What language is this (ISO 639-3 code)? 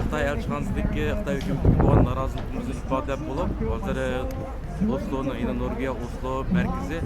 uig